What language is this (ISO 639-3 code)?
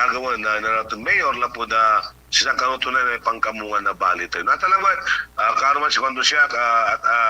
pag